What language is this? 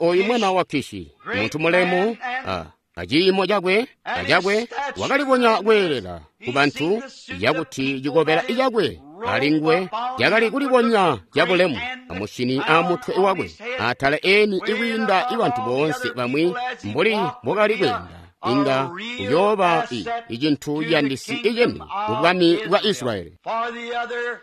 Tonga (Zambia)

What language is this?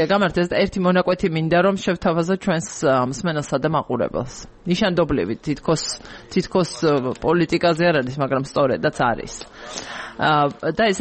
Georgian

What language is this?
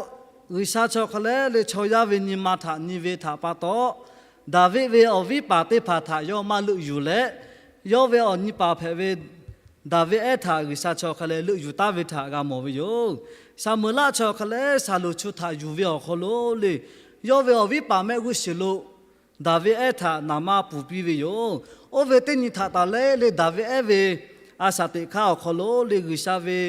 Lahu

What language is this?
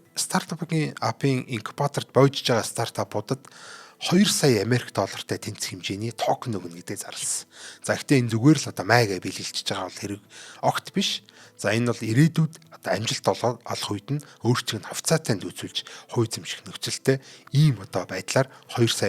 Mongolian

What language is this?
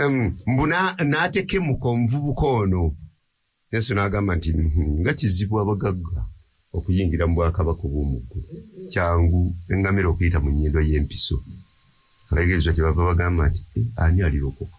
Ganda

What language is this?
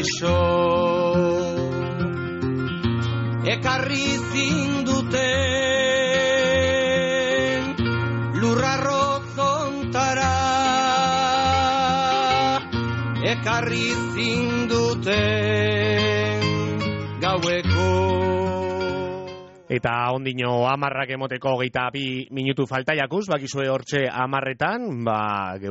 Basque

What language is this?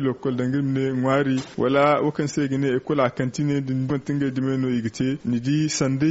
Zarma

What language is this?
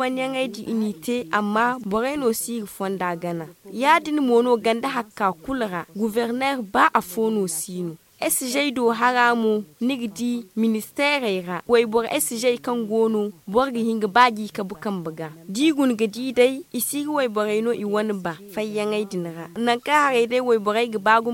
Zarma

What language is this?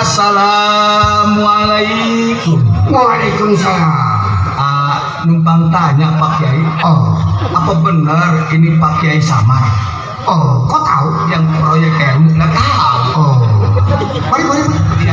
Betawi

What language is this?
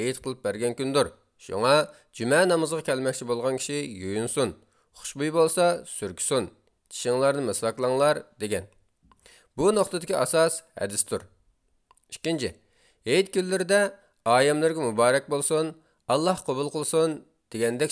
Uyghur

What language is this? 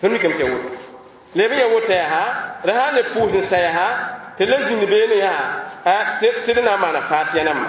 Mossi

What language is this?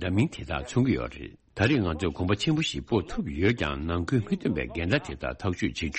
Tibetan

